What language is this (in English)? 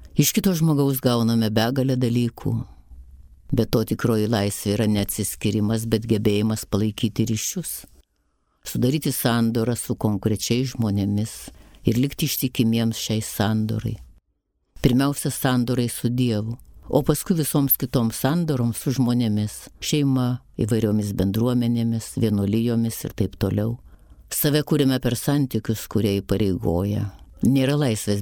Lithuanian